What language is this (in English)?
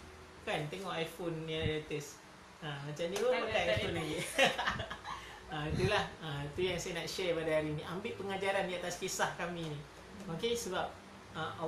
Malay